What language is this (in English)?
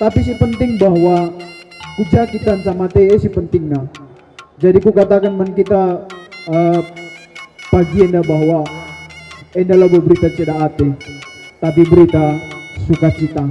Batak Karo